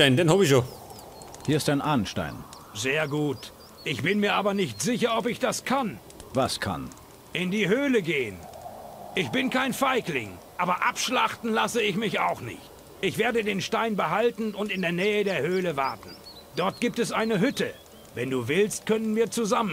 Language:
Bavarian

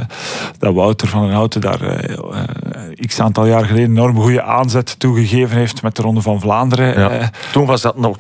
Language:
Dutch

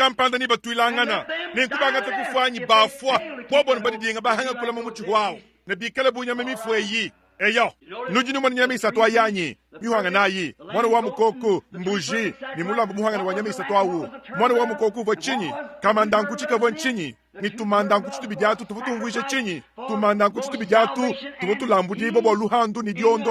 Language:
Luba-Lulua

